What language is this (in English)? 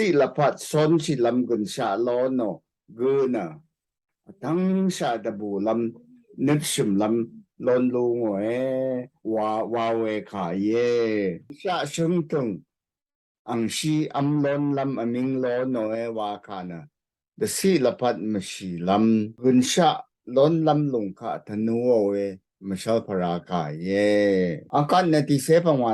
Rawang